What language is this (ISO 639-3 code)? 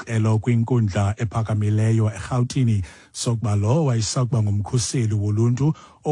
xho